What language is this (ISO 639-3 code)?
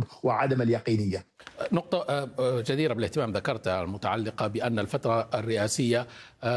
ara